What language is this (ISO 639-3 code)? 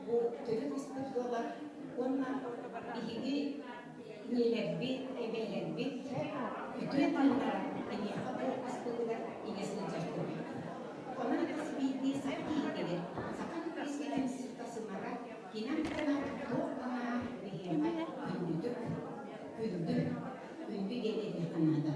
sah